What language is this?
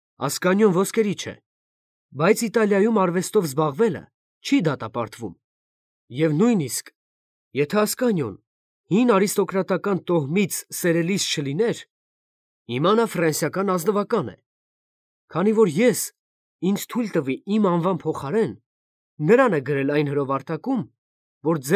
Armenian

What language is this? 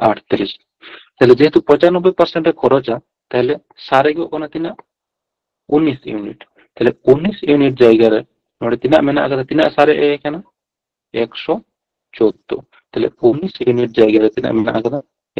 Santali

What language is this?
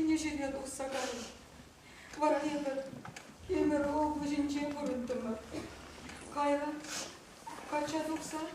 Chuvash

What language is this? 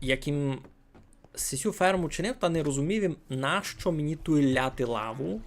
Rusyn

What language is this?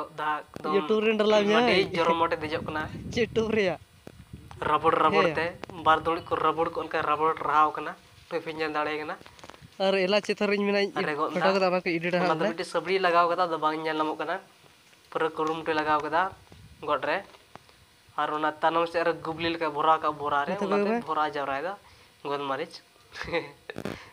Santali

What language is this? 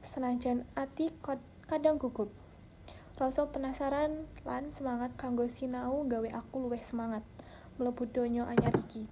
Javanese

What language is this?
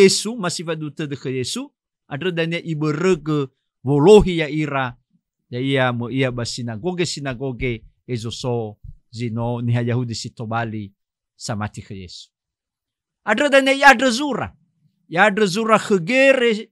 Nias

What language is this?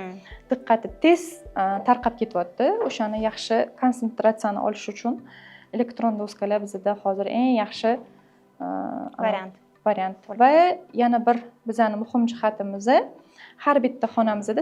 Uzbek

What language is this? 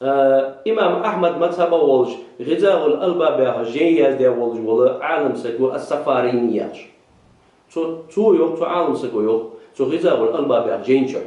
Ingush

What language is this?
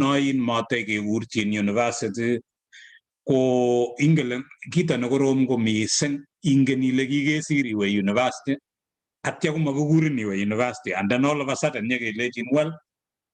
Kalenjin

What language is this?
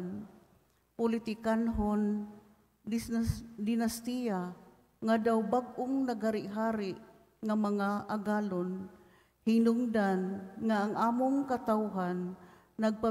Cebuano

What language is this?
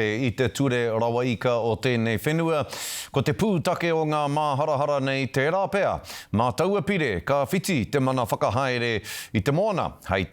Māori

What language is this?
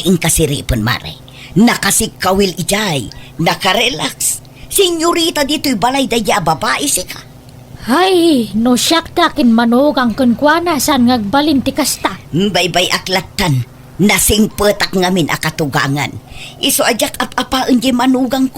Iloko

